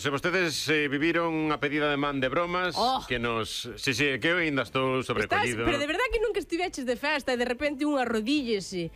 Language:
Galician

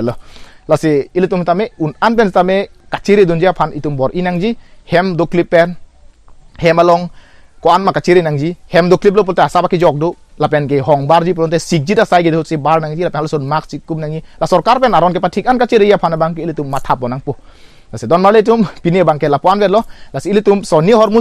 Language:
Karbi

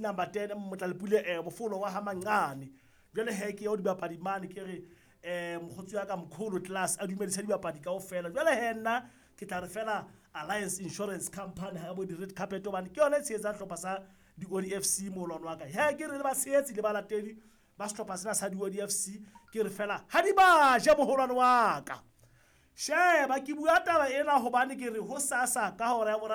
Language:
Southern Sotho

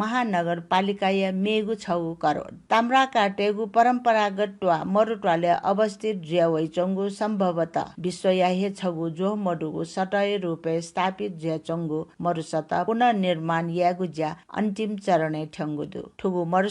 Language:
Newari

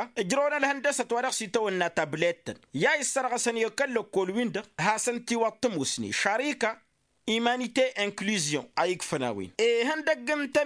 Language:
Tamasheq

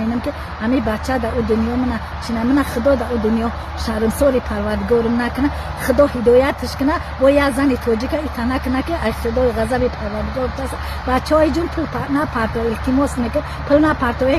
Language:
Tajik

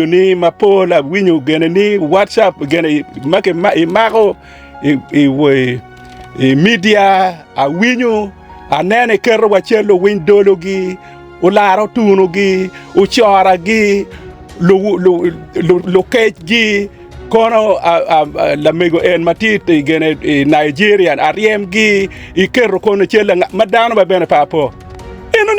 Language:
Acoli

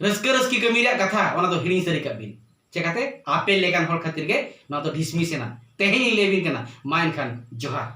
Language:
Santali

